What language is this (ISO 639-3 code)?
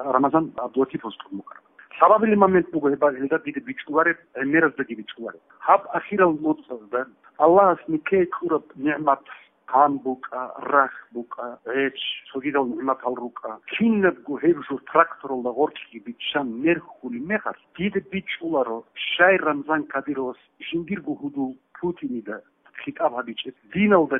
ava